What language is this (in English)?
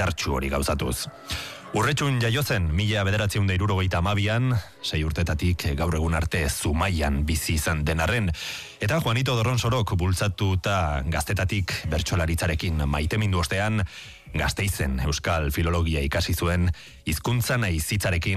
Basque